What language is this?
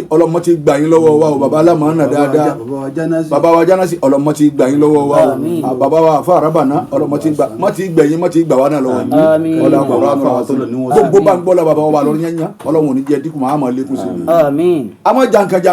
Yoruba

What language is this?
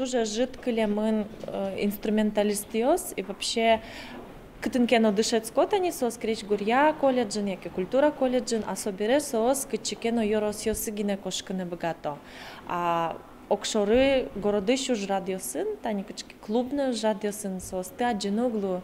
Udmurt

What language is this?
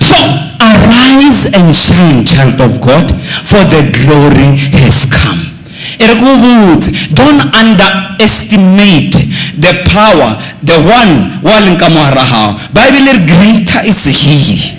Southern Sotho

